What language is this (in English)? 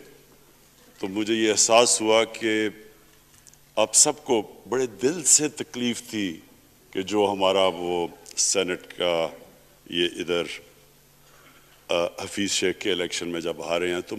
Urdu